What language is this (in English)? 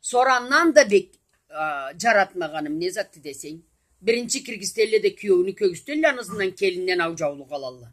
Karachay-Balkar